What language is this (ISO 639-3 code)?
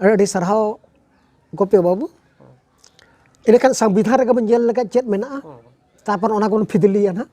sat